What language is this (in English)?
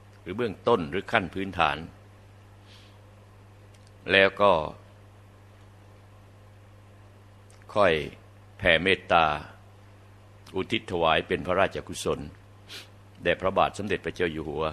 Thai